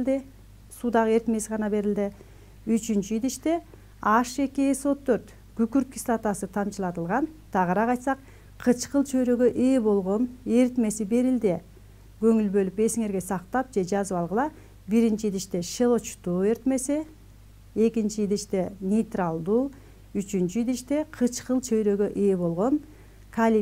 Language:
Kyrgyz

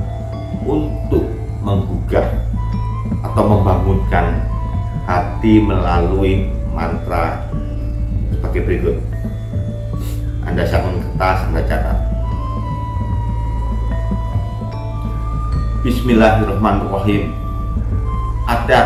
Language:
Indonesian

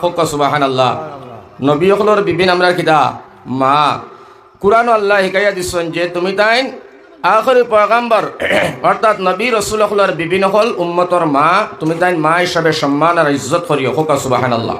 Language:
Sylheti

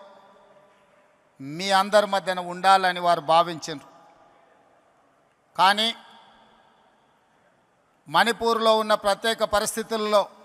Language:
Telugu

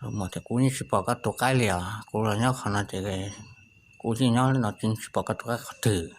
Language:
Hmong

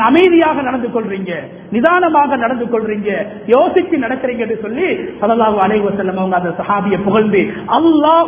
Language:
Tamil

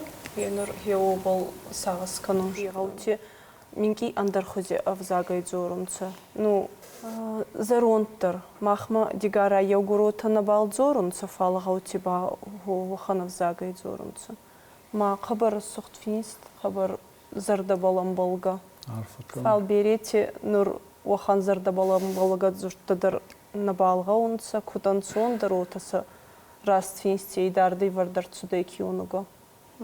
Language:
Ossetic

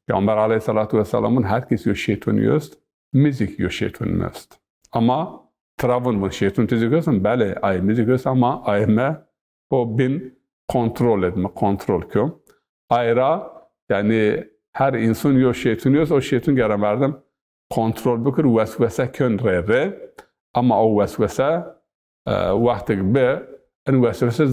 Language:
Zaza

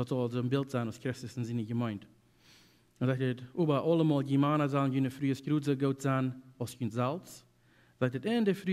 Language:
Plautdietsch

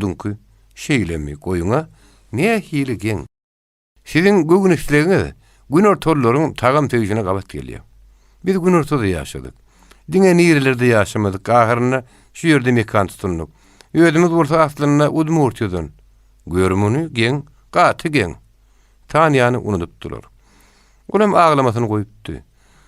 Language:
Turkmen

